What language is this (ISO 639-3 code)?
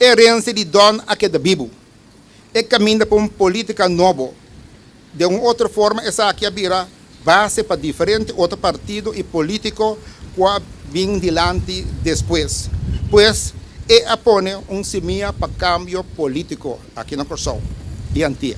pap